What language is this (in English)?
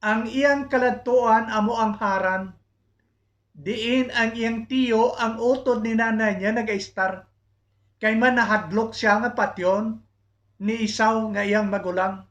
Hiligaynon